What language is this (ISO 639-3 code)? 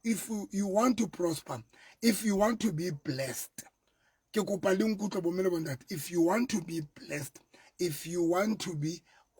sot